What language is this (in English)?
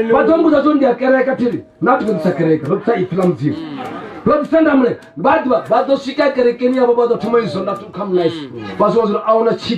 Venda